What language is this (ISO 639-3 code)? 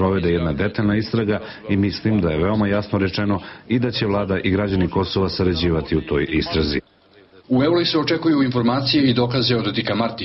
srp